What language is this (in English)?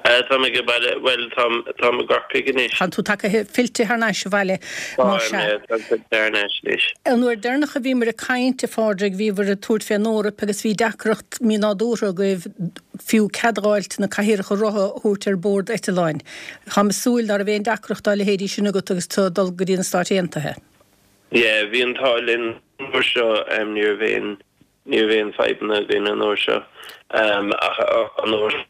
Irish